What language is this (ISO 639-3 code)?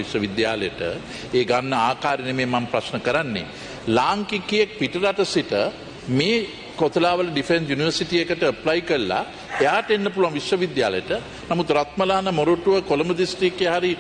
sin